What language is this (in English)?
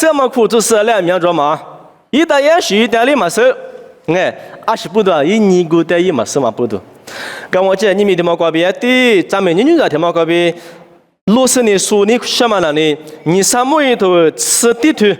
Lisu